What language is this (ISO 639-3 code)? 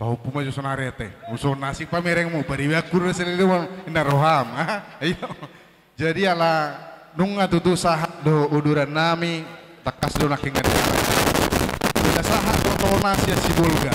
bbc